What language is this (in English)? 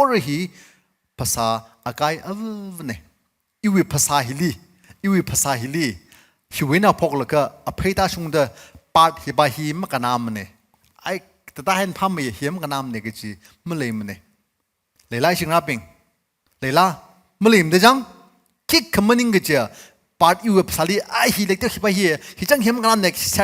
Tangkhul Naga (India)